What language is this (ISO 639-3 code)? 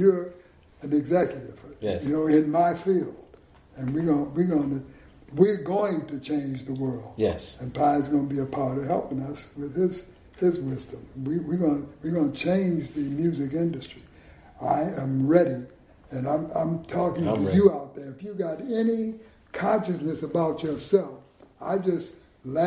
eng